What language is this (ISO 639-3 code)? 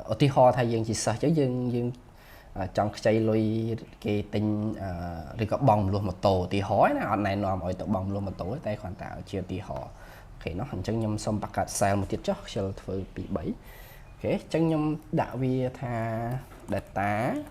khm